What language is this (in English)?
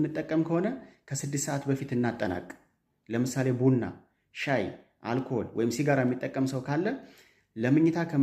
Amharic